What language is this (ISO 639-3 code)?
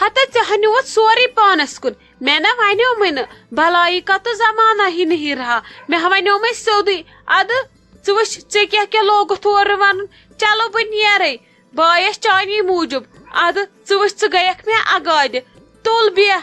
kas